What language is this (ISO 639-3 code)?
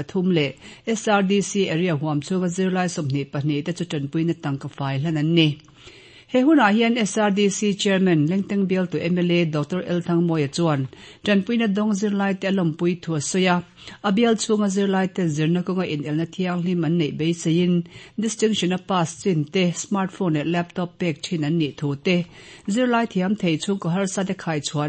lus